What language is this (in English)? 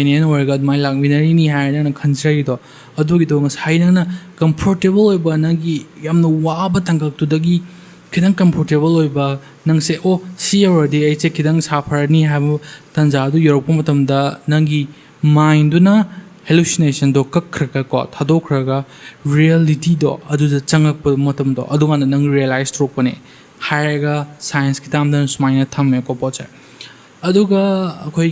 Manipuri